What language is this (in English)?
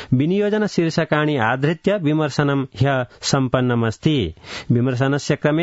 Sanskrit